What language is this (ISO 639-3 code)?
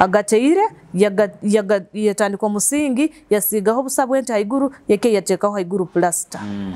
nyo